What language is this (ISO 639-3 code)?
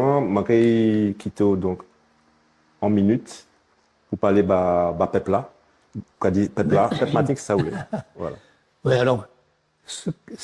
gcf